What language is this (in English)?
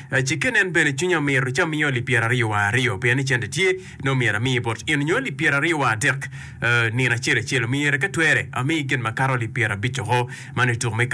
Acoli